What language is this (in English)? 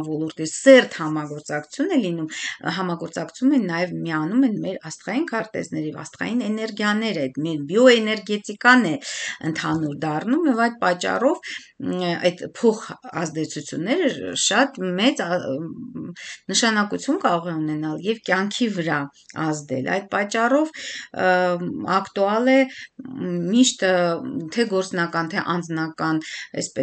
Armenian